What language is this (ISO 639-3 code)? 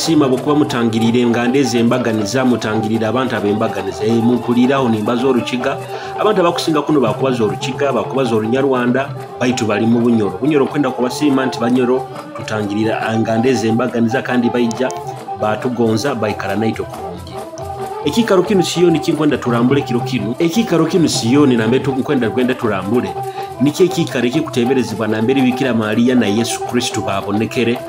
nyo